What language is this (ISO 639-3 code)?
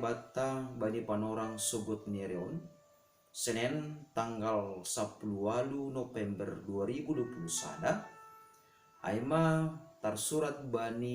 bts